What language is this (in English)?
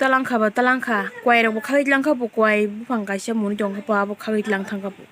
Kok Borok